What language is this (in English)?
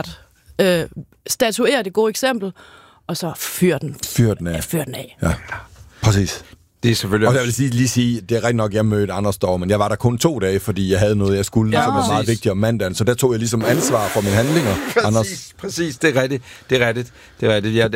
Danish